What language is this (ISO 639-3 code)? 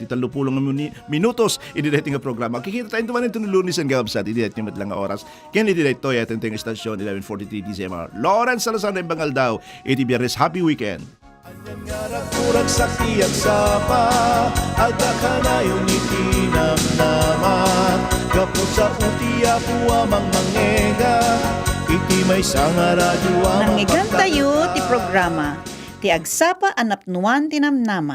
ilo